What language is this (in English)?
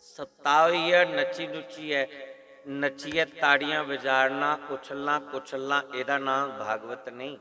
Dogri